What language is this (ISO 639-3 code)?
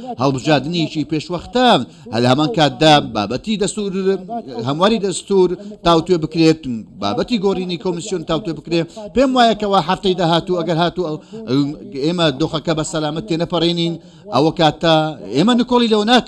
ckb